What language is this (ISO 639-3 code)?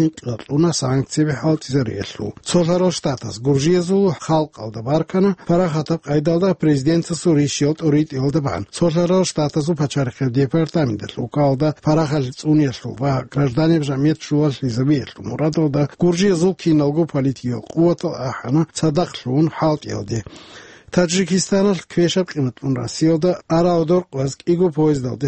ava